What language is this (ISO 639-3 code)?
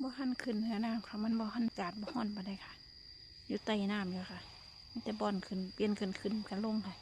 tts